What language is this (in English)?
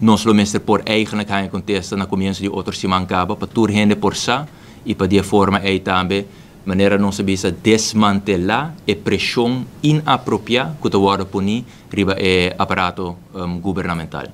Papiamento